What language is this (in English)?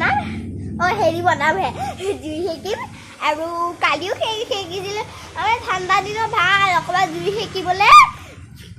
Assamese